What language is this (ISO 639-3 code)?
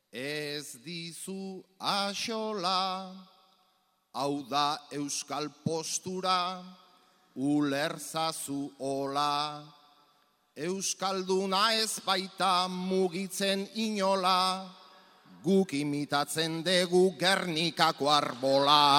eus